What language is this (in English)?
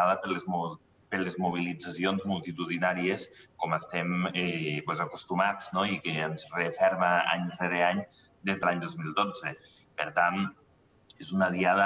Catalan